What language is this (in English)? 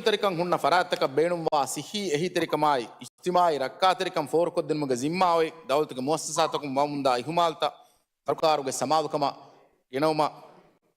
Divehi